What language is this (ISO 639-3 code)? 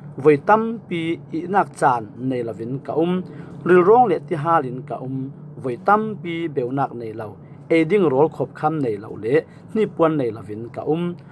cfm